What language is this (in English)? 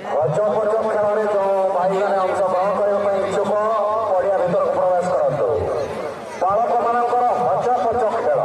Santali